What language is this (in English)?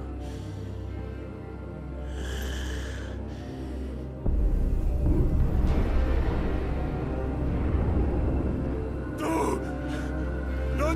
Italian